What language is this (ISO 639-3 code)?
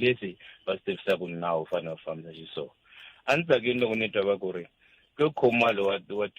tso